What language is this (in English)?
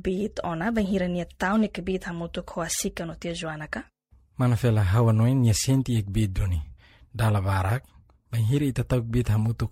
Tetum